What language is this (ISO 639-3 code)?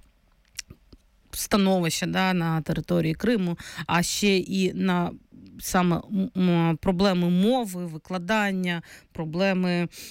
ukr